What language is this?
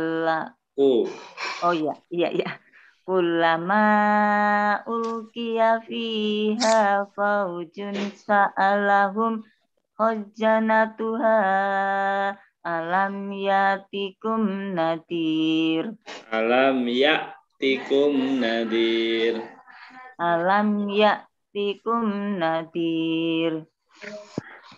Indonesian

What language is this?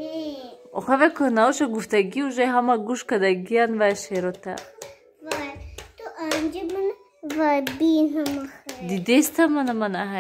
Tajik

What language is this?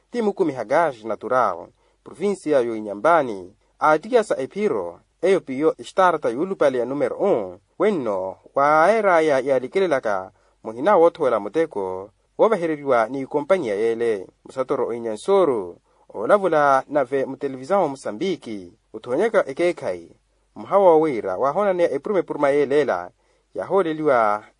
Makhuwa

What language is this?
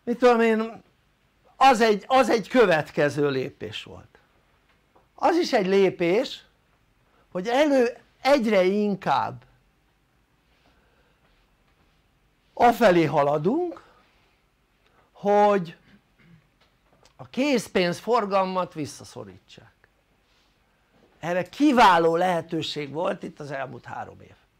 Hungarian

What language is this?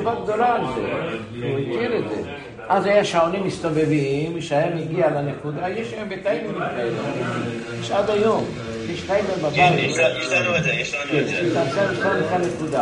Hebrew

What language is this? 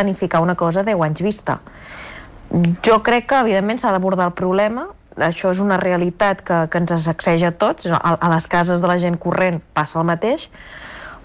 Catalan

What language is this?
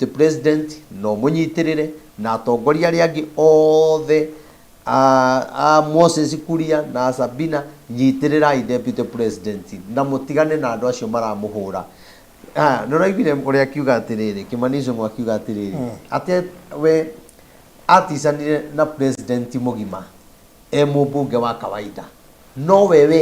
Kikuyu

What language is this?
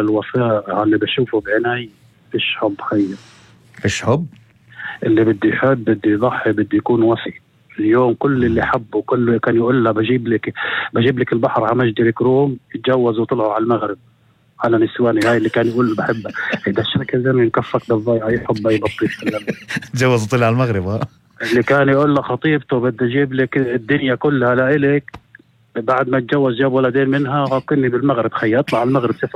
North Levantine Arabic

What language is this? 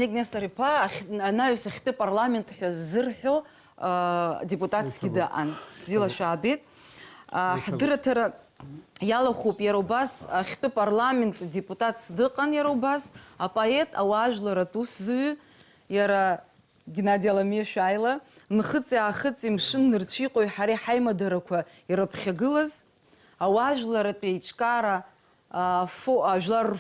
Abkhazian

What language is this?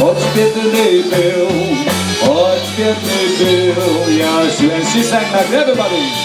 Polish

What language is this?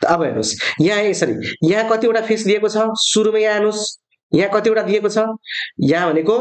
Nepali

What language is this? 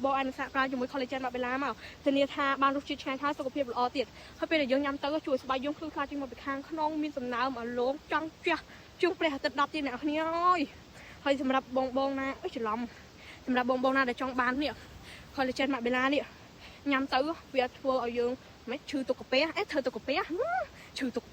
Khmer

